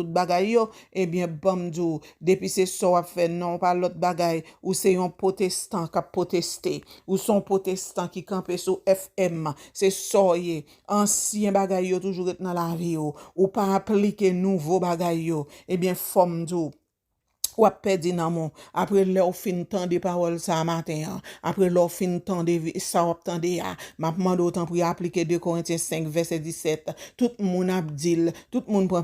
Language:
Haitian Creole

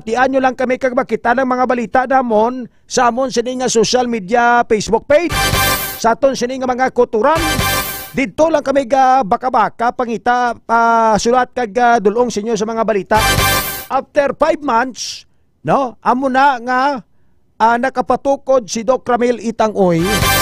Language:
Hiligaynon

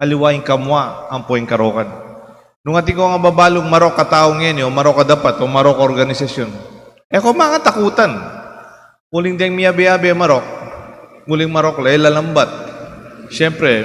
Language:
Pampanga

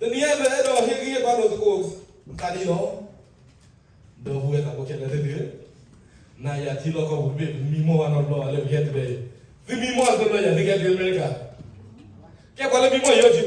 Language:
S'gaw Karen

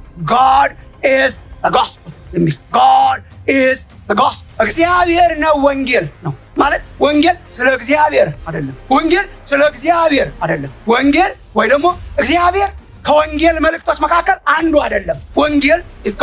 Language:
Amharic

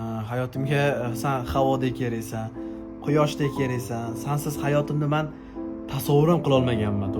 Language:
Uzbek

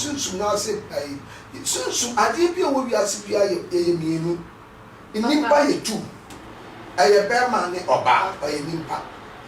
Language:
Akan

